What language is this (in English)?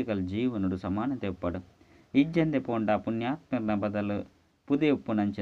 Tulu